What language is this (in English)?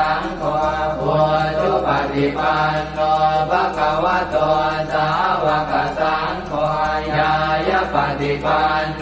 Pali